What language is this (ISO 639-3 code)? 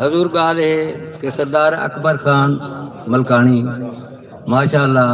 skr